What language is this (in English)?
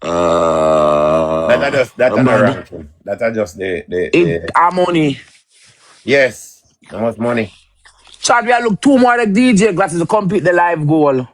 Jamaican Creole English